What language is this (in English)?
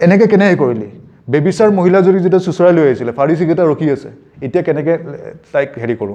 Assamese